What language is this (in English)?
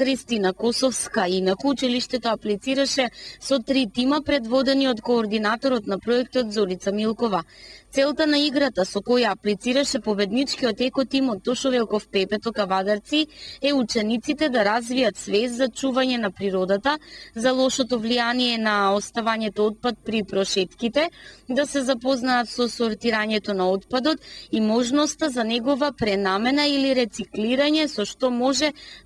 Macedonian